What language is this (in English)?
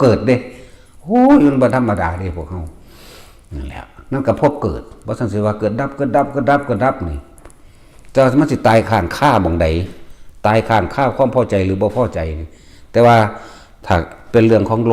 Northeastern Thai